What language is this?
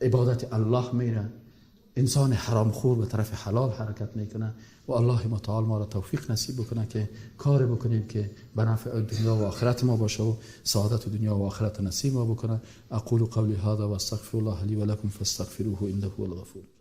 Persian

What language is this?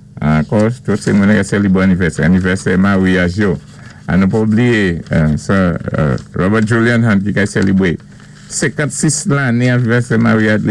Saint Lucian Creole French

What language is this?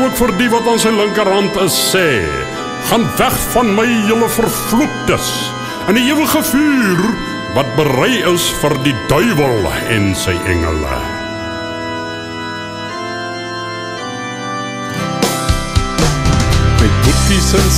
Afrikaans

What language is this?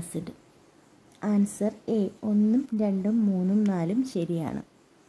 Malayalam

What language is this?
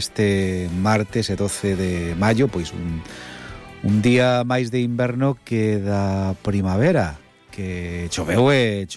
Galician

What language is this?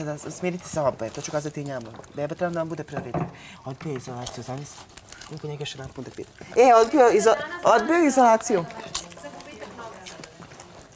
Serbian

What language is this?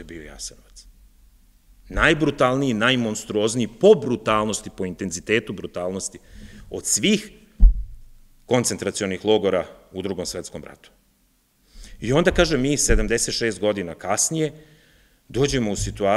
Serbian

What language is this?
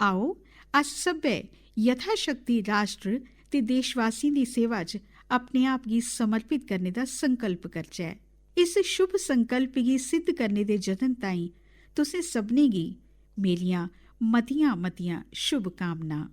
Dogri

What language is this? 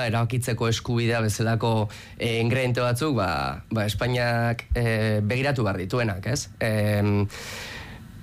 Basque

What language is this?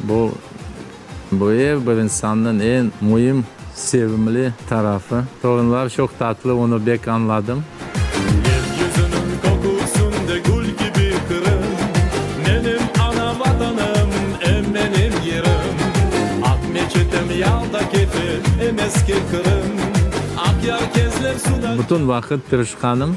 Crimean Tatar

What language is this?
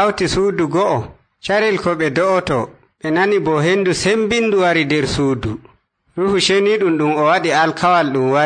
Nigerian Fulfulde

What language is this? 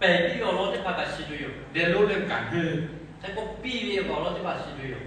Lahu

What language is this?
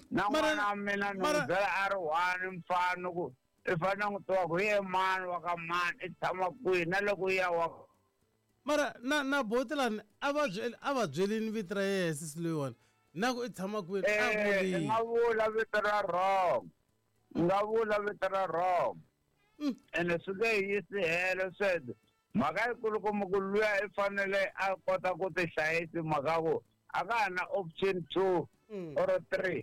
Tsonga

